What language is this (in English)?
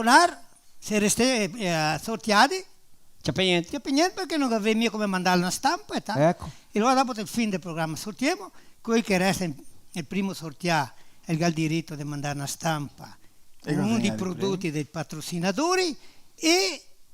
Venetian